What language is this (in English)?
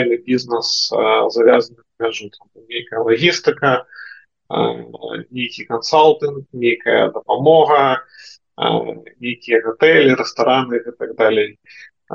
Belarusian